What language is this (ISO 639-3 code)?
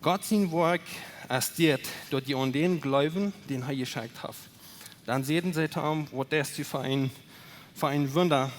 pdt